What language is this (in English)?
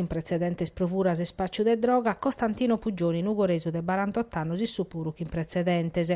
Sardinian